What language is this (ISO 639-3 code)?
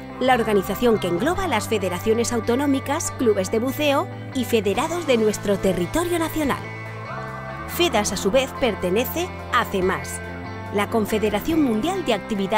spa